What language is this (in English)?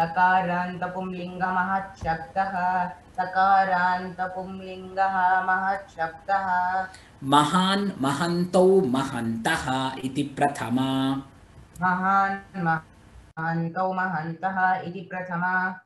Sanskrit